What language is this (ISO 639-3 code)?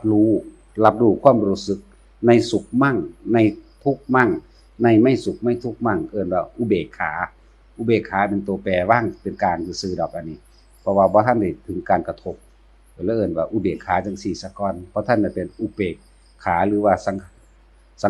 tts